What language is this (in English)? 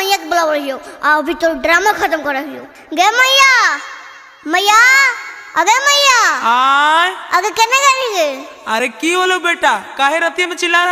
Magahi